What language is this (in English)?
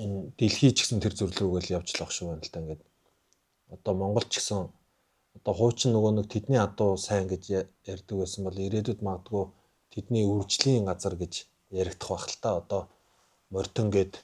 Mongolian